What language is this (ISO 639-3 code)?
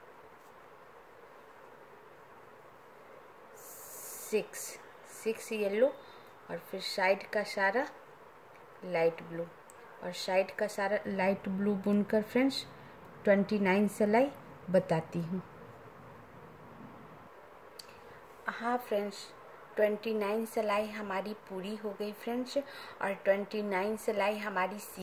hin